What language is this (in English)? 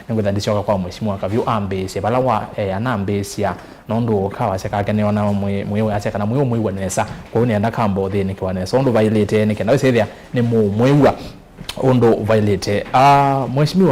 Kamba